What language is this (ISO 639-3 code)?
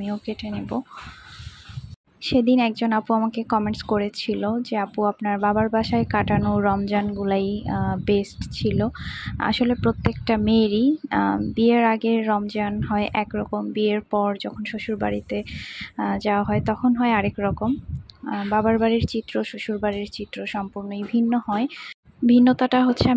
ben